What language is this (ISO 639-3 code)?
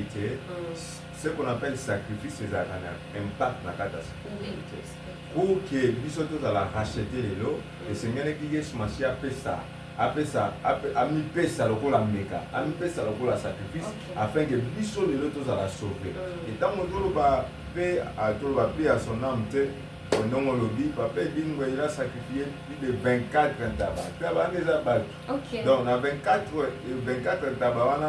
lin